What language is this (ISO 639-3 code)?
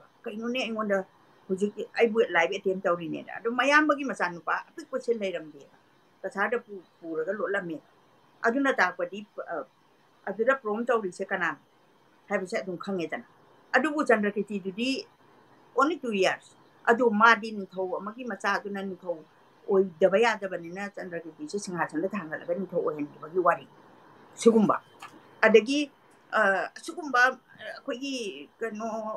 mni